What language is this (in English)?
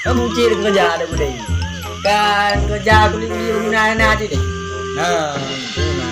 Achinese